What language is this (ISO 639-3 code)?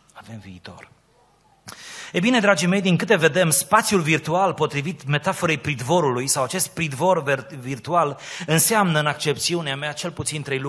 ron